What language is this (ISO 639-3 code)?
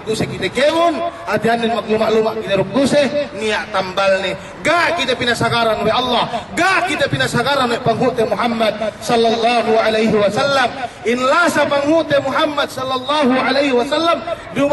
yka